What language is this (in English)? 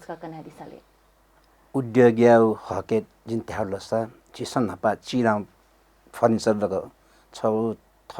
Newari